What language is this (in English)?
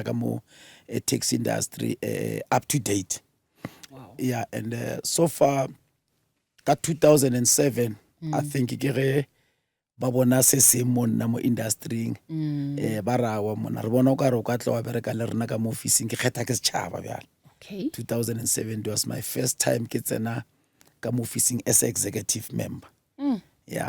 Northern Sotho